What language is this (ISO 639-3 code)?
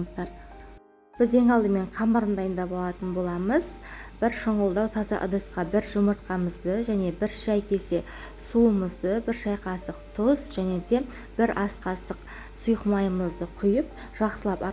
kaz